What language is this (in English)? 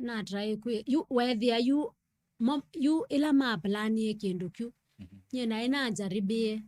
Kamba